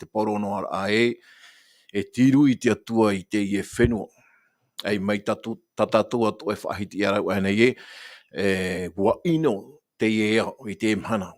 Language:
Tahitian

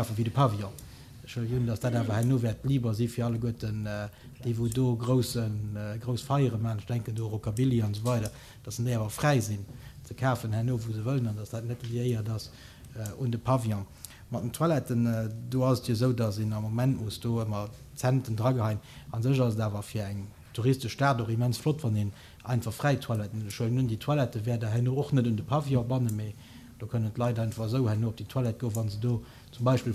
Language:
Luxembourgish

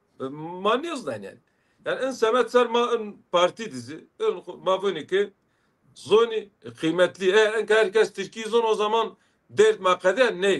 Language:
Zaza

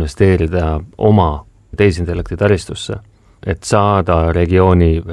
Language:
Estonian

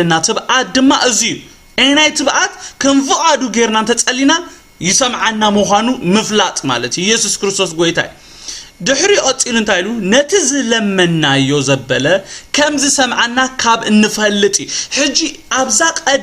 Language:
Tigrinya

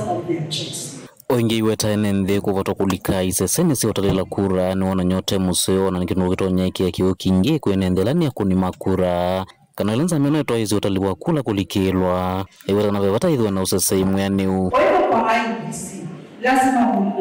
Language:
Kamba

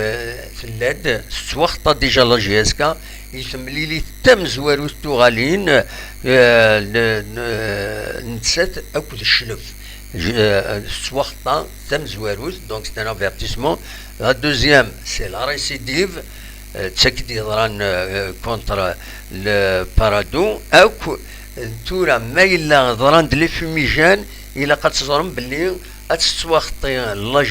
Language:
Kabyle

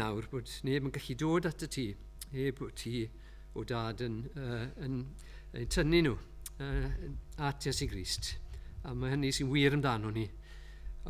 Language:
Welsh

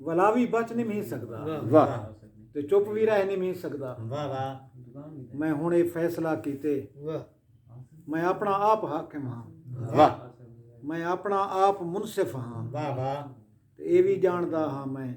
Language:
Saraiki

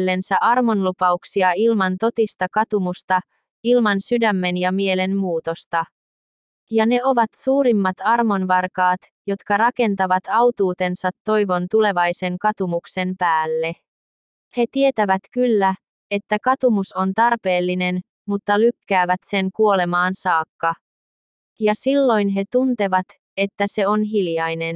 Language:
Finnish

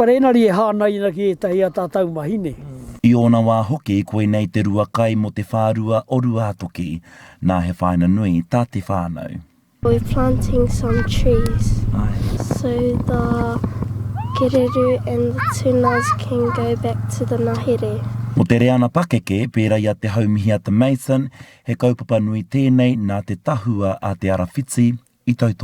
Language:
Māori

